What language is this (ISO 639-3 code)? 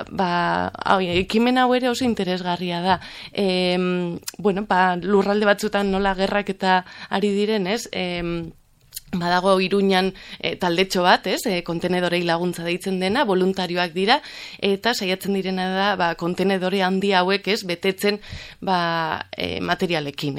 eus